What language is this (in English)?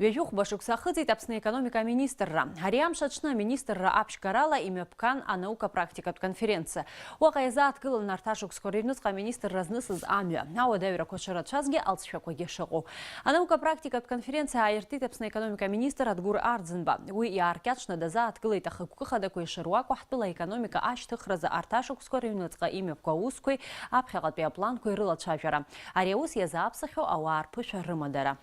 Abkhazian